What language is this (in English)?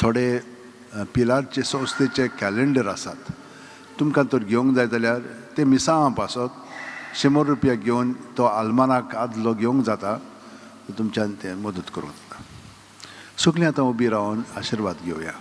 Konkani